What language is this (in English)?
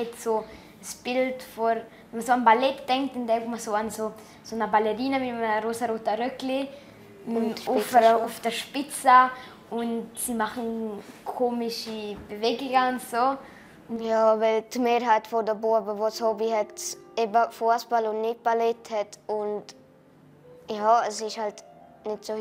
Romansh